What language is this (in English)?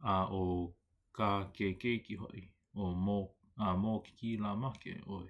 Hawaiian